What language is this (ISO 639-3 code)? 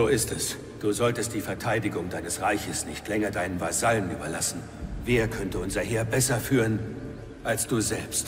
deu